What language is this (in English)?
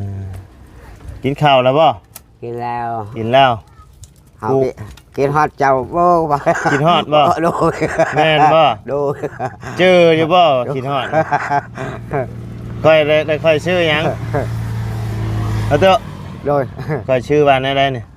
Lao